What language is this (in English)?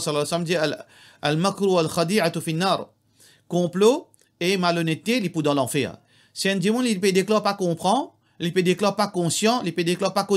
Morisyen